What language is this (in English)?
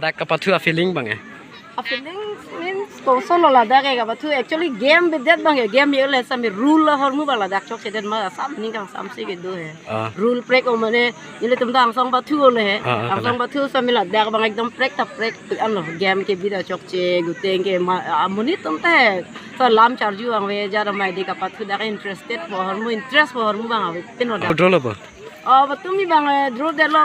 Karbi